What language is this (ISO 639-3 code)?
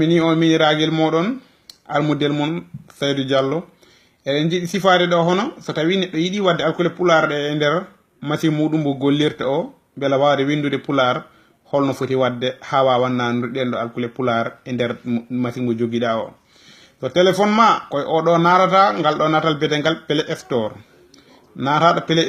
ful